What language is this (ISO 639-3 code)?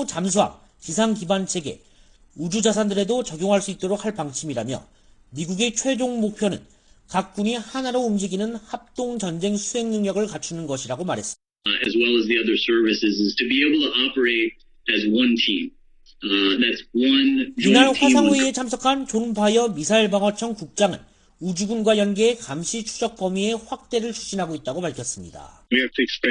kor